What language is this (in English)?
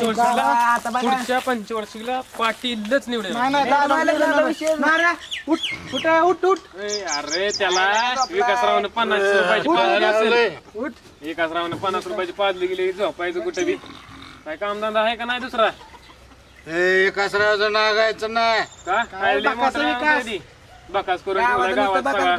Marathi